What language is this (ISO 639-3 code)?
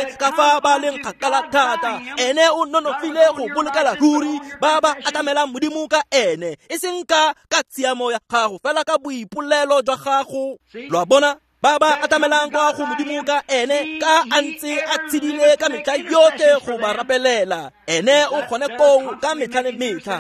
tsn